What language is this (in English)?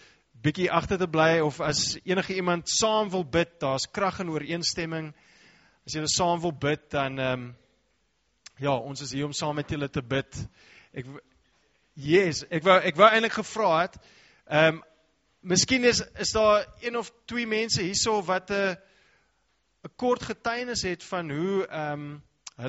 Afrikaans